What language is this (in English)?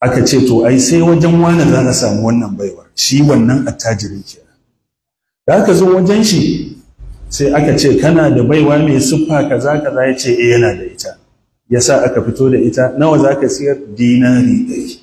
Hausa